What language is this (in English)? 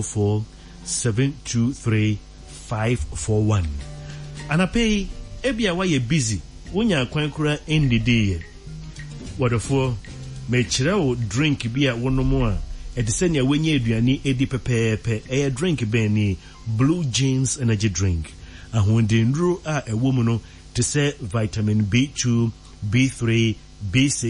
Akan